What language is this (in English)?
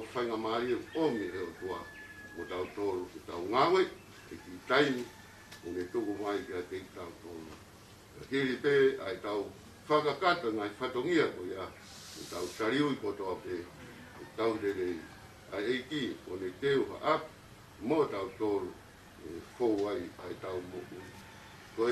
Tongan